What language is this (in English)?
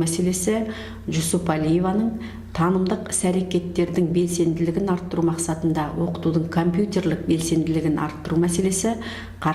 Kazakh